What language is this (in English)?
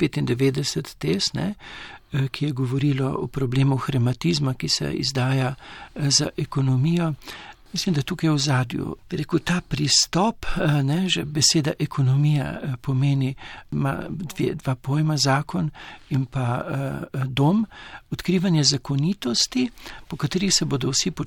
Slovenian